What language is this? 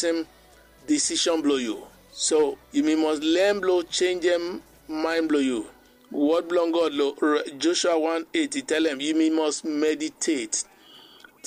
Bislama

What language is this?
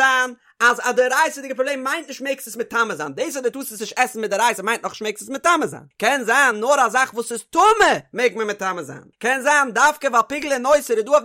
Yiddish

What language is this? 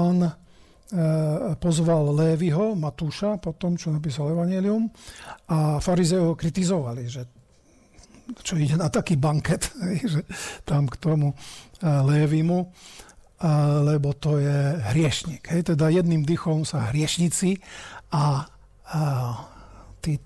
Slovak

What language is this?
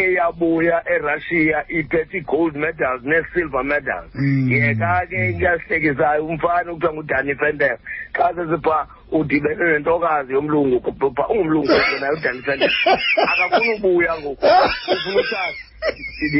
Xhosa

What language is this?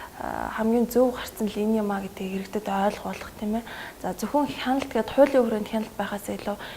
Mongolian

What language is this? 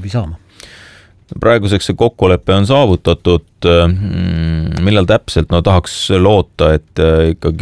Estonian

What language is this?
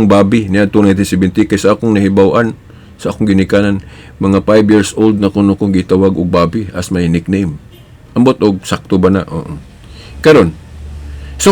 Cebuano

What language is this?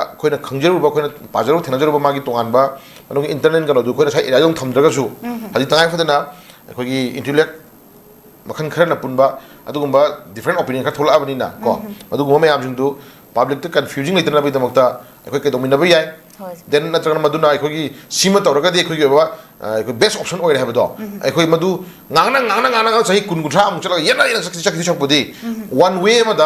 Manipuri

